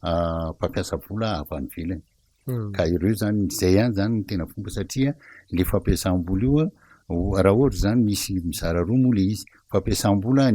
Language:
Malagasy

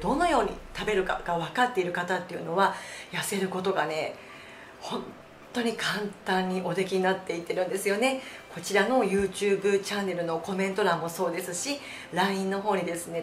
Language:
Japanese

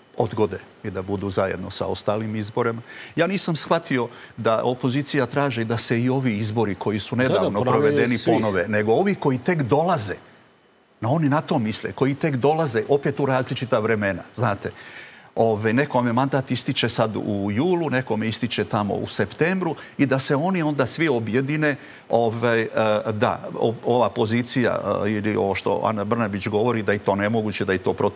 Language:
Serbian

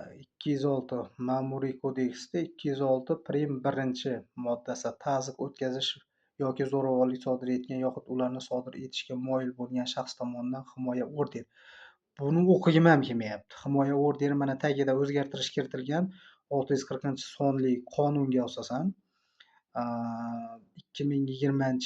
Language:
Uzbek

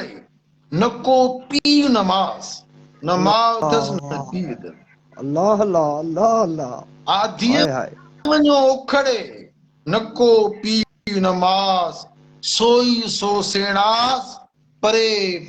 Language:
Sindhi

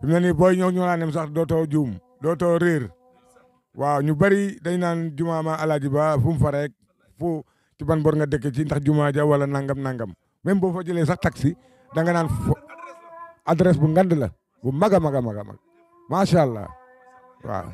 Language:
Wolof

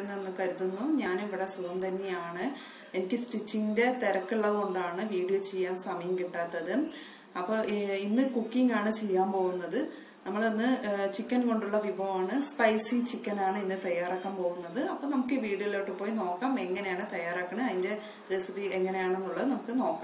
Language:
Malayalam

